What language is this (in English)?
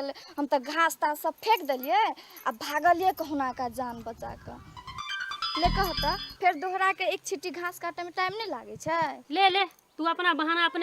Maithili